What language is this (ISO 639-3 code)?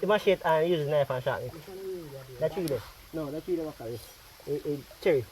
jam